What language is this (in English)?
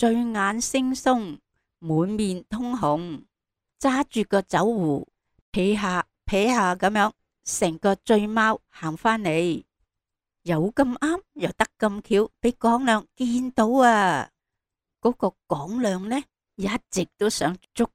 Cantonese